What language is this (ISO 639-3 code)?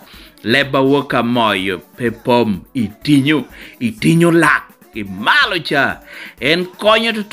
laj